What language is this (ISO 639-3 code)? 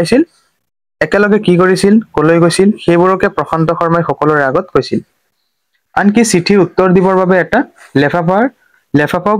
asm